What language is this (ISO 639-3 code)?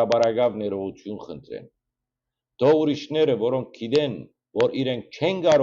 hyw